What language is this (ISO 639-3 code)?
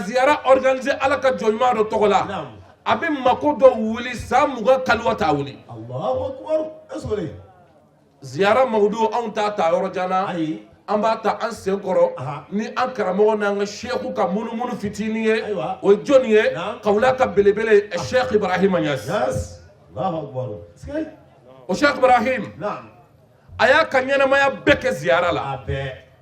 bam